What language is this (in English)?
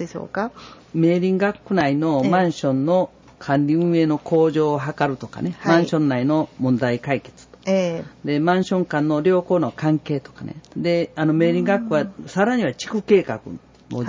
Japanese